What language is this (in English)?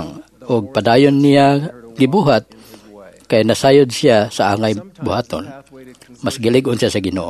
Cebuano